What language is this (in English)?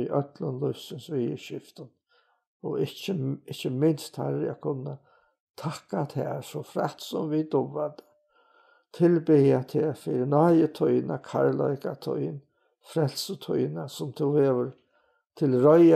Faroese